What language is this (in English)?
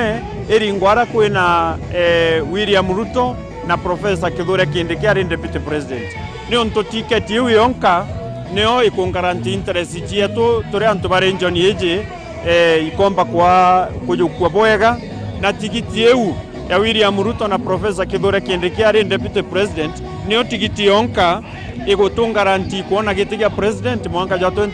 Meru